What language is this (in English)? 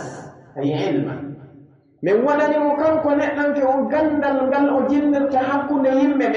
Pular